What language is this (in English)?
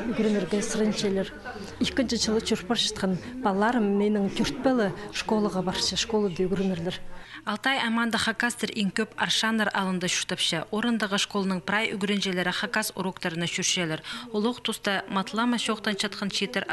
Khakas